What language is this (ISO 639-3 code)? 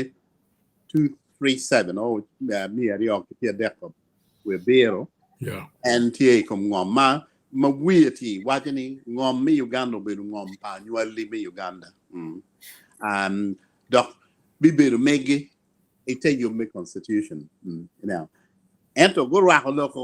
ach